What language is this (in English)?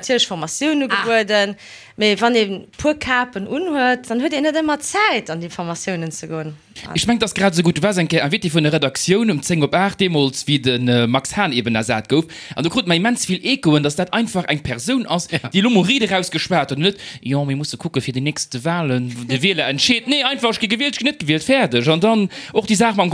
Luxembourgish